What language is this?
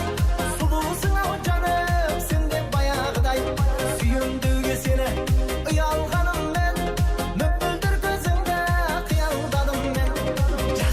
Kara-Kalpak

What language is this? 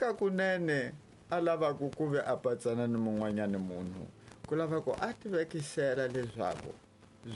Tsonga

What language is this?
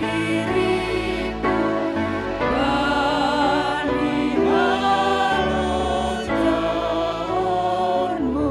Batak Simalungun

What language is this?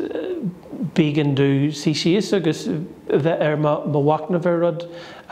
Irish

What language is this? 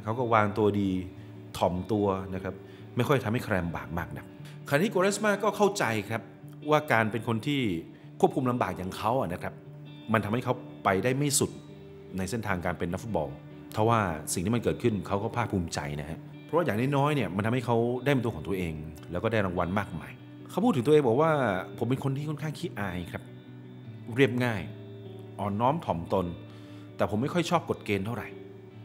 Thai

